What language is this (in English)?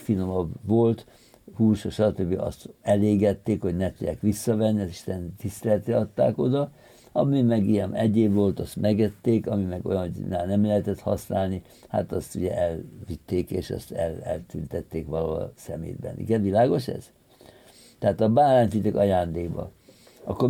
Hungarian